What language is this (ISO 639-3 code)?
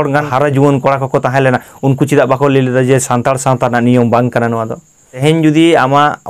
sat